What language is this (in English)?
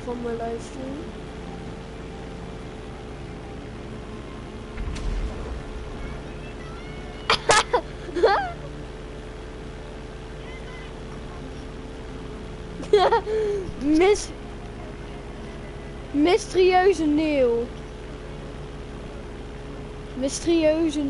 Dutch